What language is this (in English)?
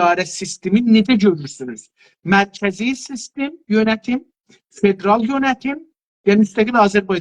South Azerbaijani